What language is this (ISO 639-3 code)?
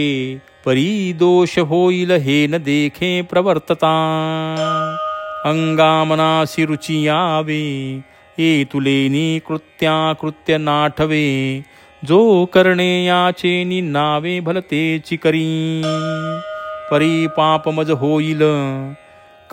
mar